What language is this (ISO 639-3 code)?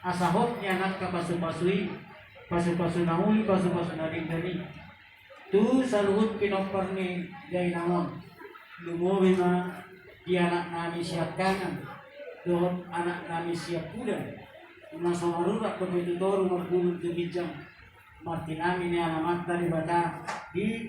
bbc